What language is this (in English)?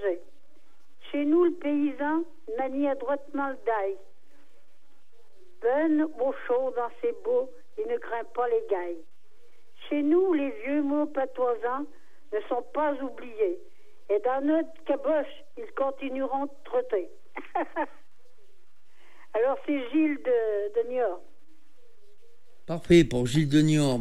French